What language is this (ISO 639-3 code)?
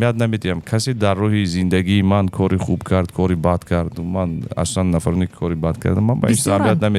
tgk